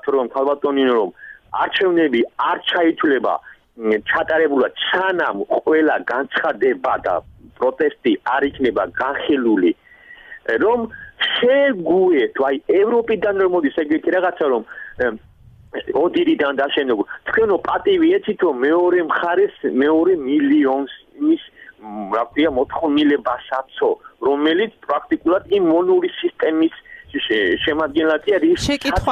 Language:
Georgian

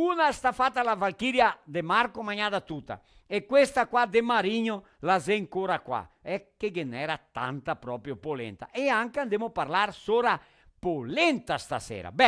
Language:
Venetian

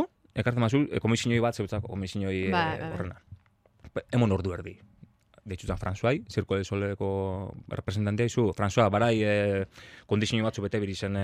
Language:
Basque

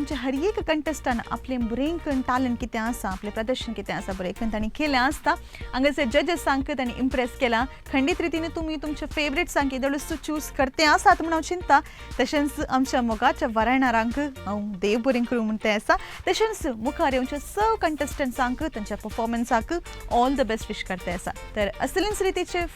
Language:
Konkani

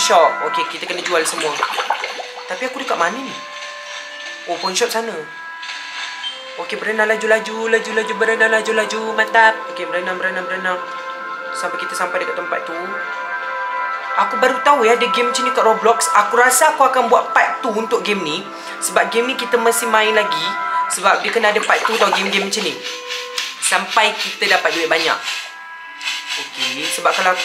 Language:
Malay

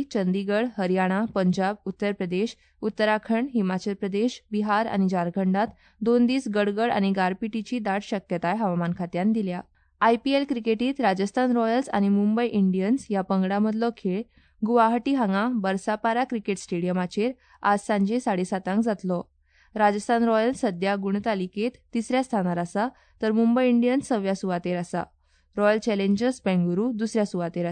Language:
Konkani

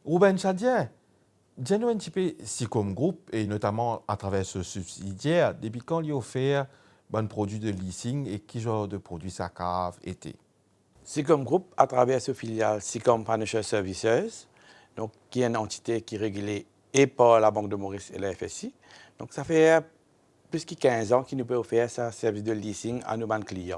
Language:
Morisyen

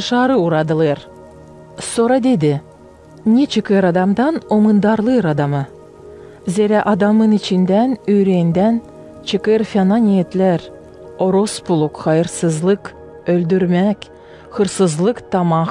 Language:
Gagauz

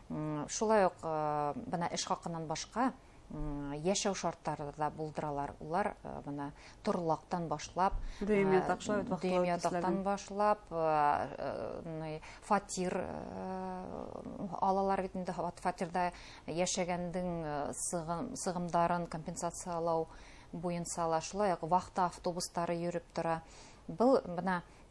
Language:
Bashkir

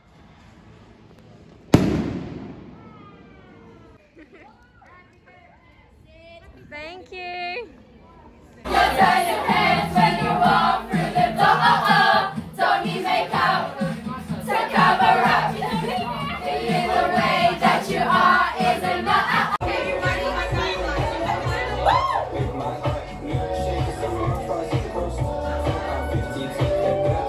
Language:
English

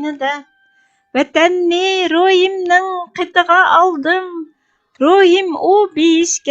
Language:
Uyghur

